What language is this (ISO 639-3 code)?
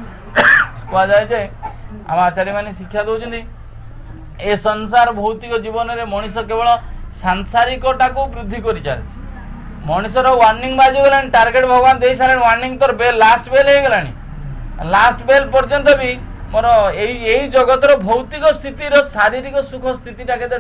ori